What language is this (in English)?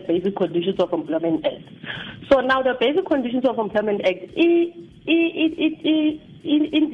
Southern Sotho